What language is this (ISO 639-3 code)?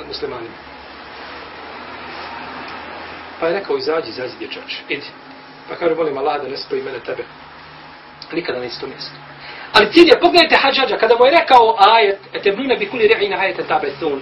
bos